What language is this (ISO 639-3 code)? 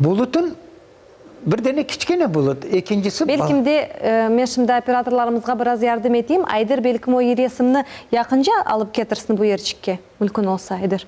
crh